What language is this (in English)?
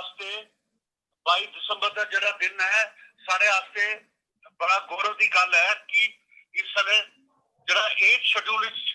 Dogri